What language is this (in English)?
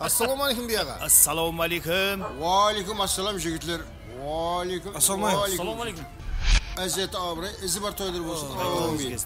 Kara-Kalpak